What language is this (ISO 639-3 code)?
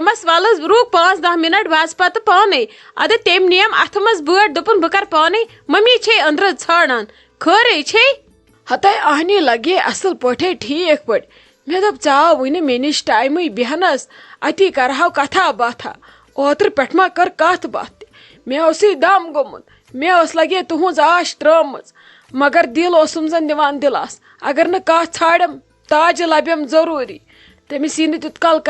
kas